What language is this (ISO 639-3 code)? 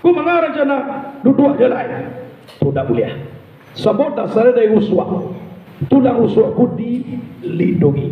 min